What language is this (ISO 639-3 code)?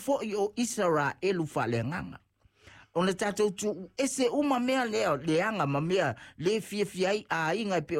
smo